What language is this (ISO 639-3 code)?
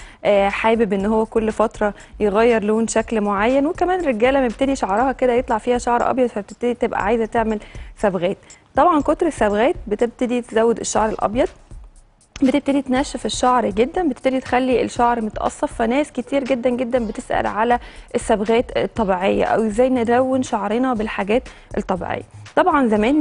arz